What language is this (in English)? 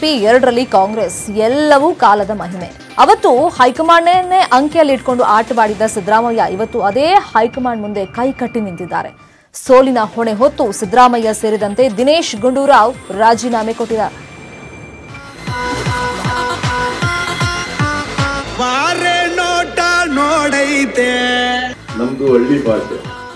Kannada